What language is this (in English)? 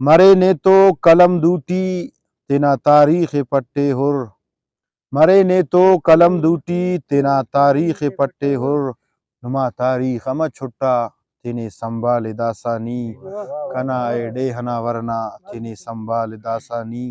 Brahui